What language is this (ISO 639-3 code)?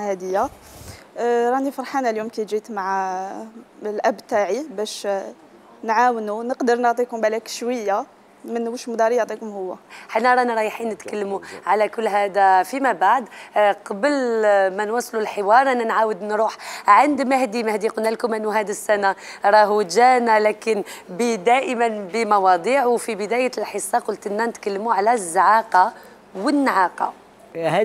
arq